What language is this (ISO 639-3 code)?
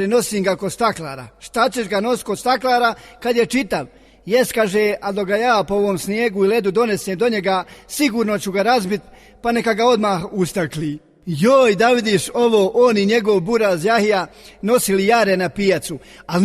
bos